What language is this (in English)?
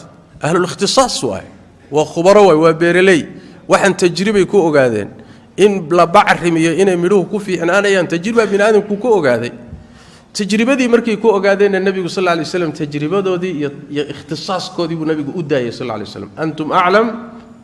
Somali